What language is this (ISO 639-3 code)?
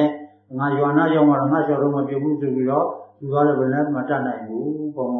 mya